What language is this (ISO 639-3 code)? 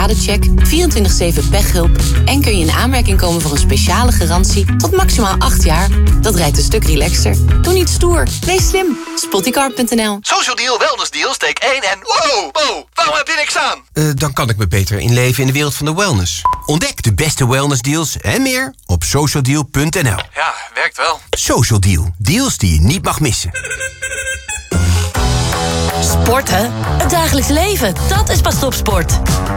nld